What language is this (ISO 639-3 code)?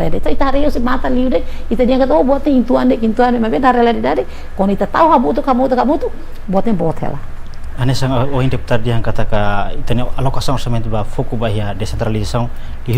tet